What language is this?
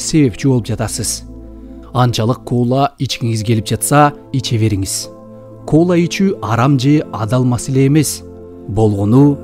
Kyrgyz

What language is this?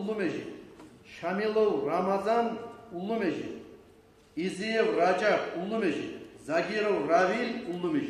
Kumyk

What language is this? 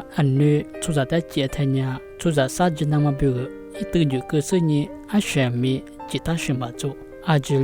Lisu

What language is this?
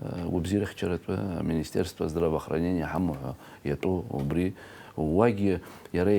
Abkhazian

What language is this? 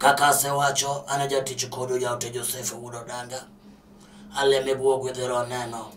Luo (Kenya and Tanzania)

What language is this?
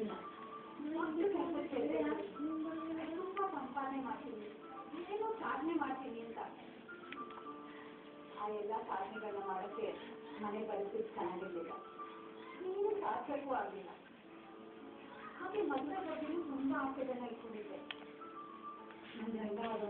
Kannada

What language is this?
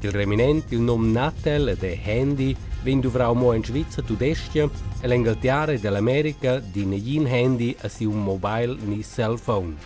Romansh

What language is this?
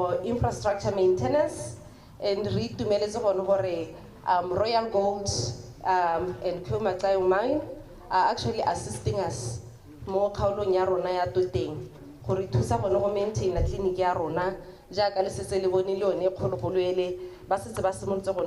Tswana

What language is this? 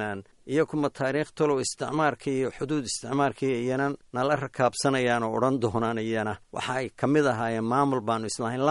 Somali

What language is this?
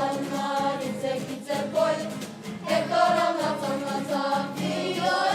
Māori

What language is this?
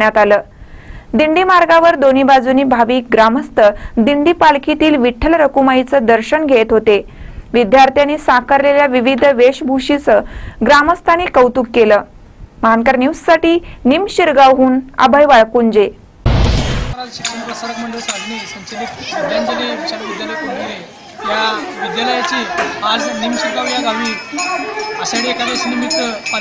Marathi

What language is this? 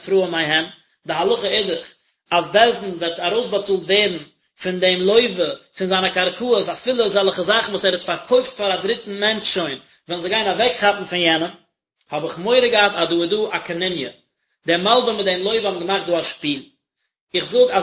Yiddish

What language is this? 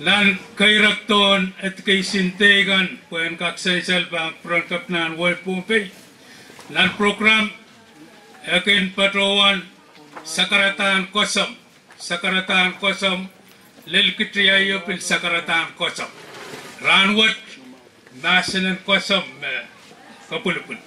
Pohnpeian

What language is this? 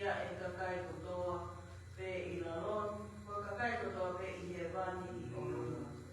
Tongan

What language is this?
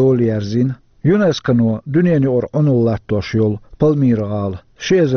Chechen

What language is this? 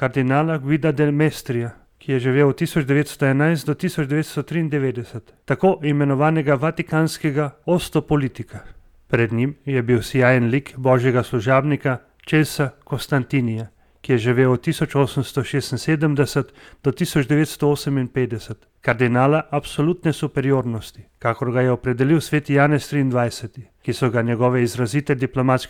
Slovenian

